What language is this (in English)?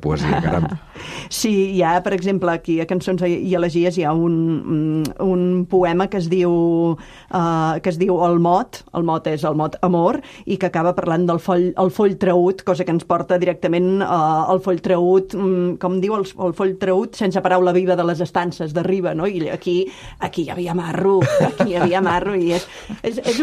Catalan